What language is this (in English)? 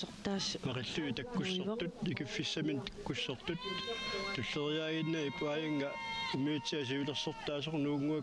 Kalaallisut